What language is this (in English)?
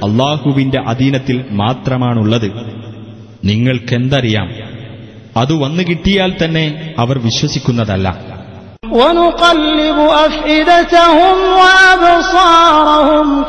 Malayalam